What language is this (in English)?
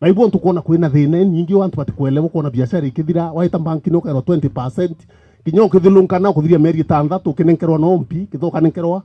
Meru